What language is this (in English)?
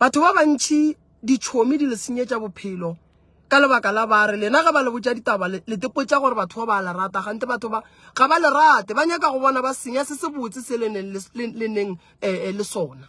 Northern Sotho